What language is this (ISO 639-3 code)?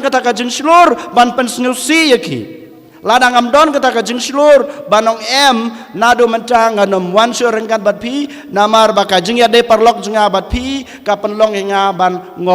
kha